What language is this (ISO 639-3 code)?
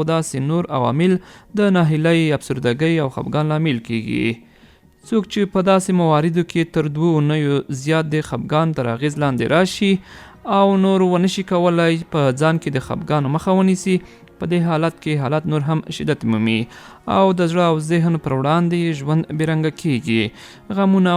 pus